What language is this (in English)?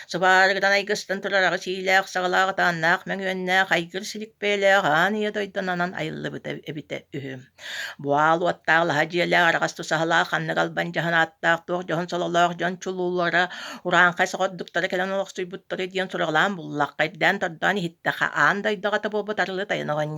Yakut